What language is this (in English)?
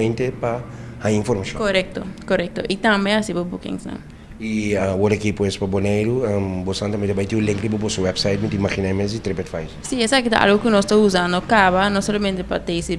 Papiamento